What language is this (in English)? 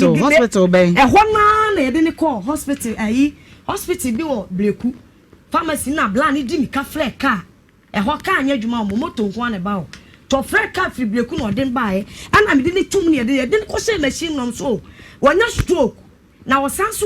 Akan